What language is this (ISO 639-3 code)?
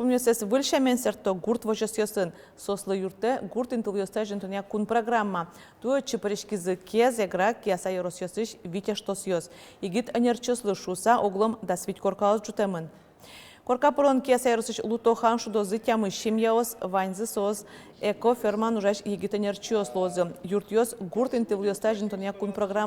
udm